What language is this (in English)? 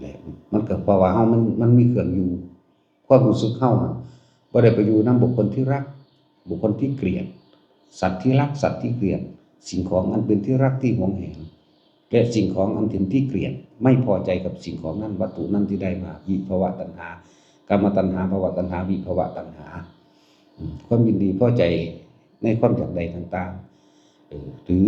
Northeastern Thai